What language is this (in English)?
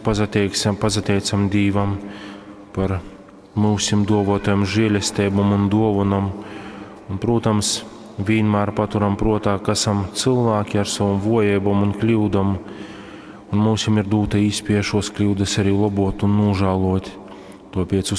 Latgalian